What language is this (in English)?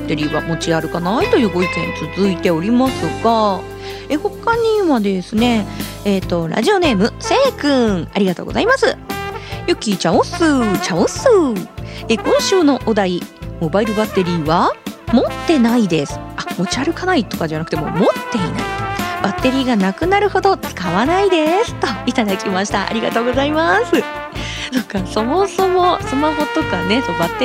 Japanese